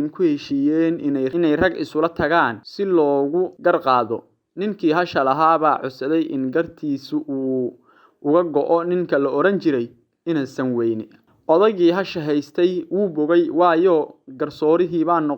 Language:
Somali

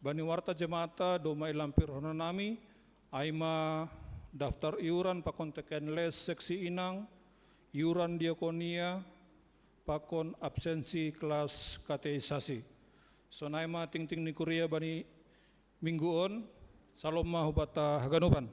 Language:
Batak Simalungun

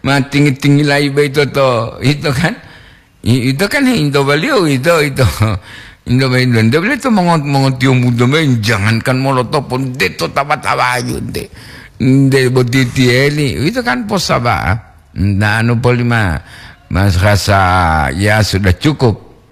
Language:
Gorontalo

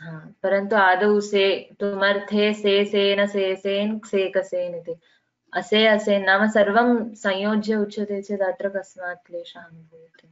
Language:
Sanskrit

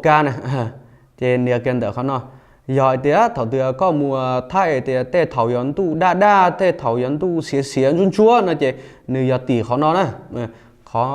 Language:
Hmong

